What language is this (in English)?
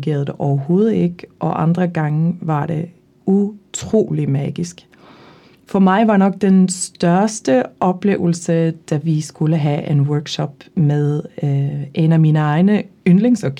Danish